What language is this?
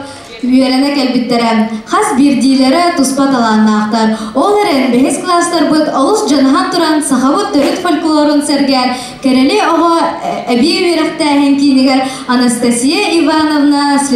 Yakut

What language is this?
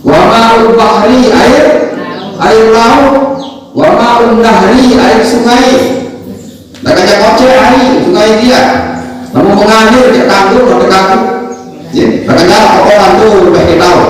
Sasak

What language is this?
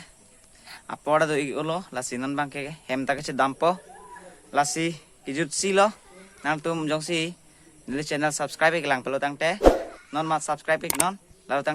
Karbi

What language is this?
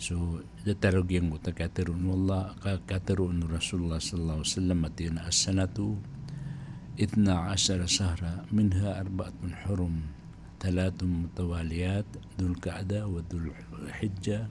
Maranao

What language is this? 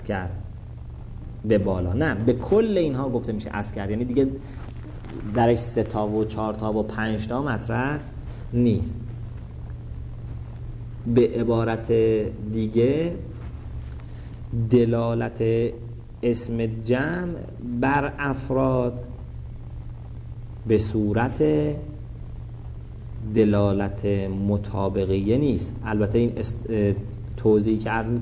Persian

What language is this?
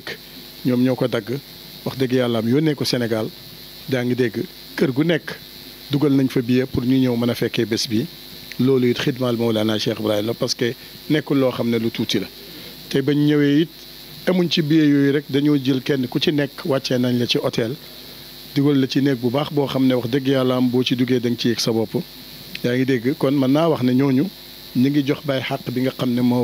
Wolof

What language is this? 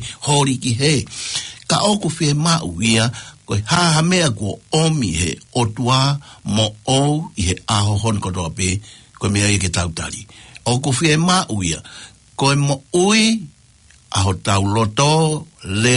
Tongan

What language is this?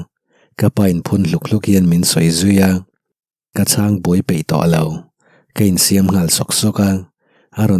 Mizo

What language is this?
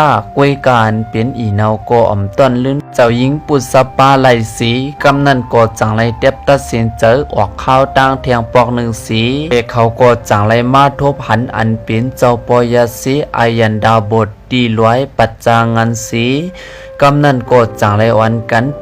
Shan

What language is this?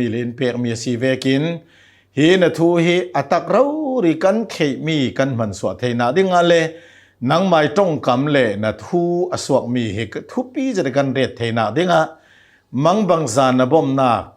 Hakha Chin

